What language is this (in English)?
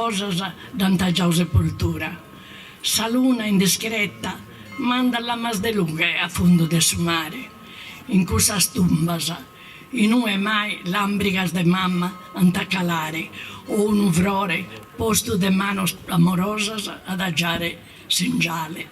Sardinian